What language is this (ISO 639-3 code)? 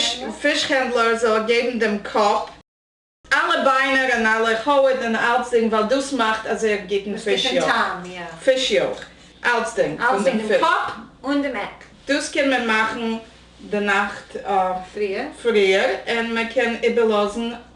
yid